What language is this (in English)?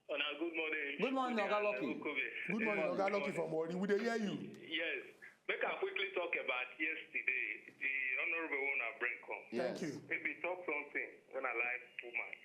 Nigerian Pidgin